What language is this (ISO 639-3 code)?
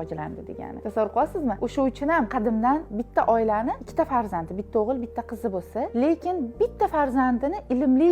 uzb